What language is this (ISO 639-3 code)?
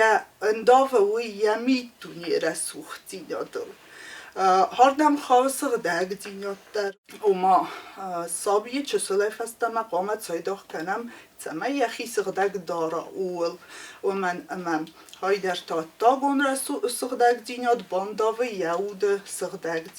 oss